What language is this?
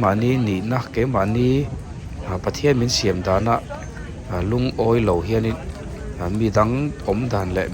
Mizo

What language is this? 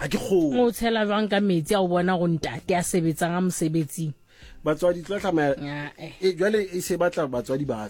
Southern Sotho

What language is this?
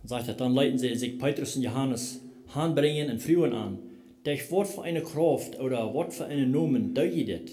Plautdietsch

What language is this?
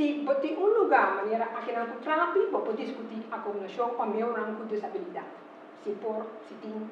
Papiamento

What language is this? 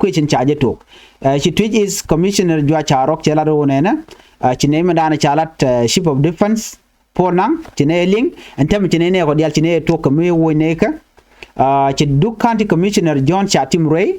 Nuer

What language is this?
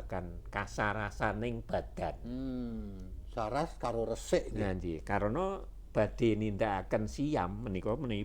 Javanese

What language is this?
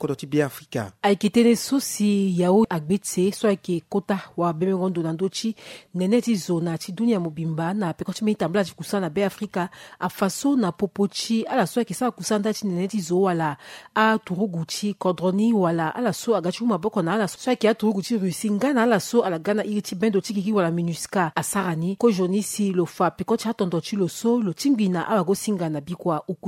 Sango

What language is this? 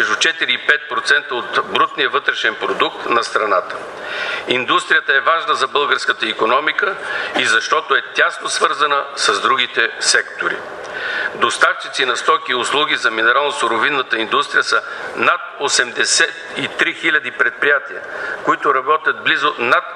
Bulgarian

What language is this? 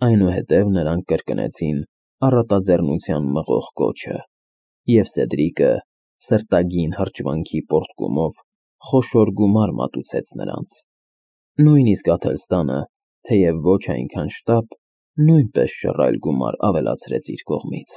Armenian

